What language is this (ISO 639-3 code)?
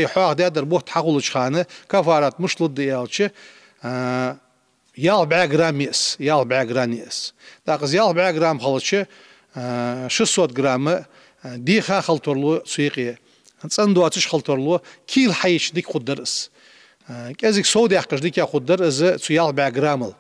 inh